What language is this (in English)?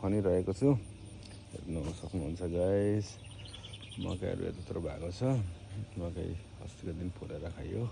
Nepali